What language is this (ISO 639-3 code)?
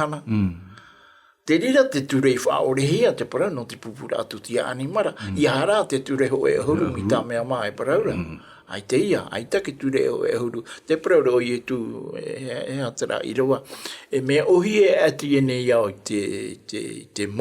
tah